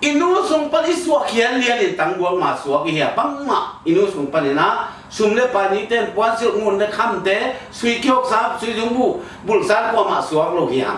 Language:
Tedim Chin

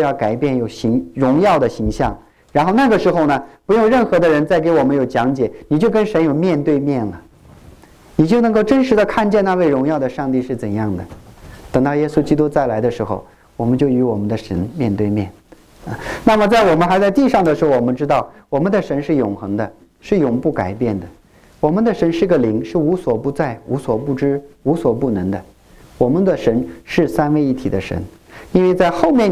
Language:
Chinese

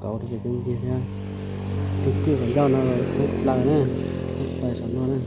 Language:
Hmong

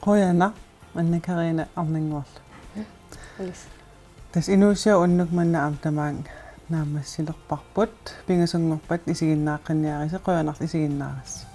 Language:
Kalaallisut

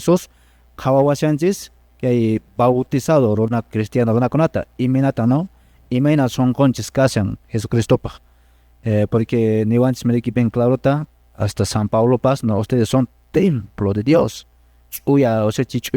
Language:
Quechua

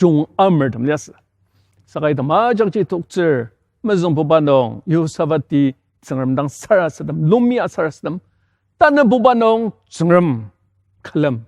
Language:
Ao Naga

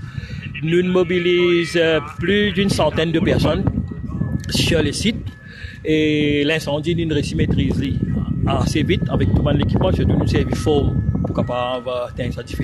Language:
Morisyen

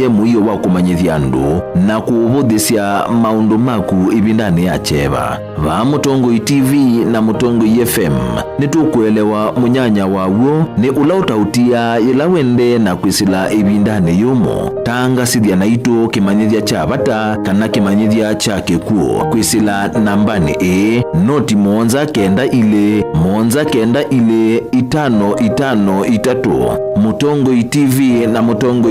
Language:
Kamba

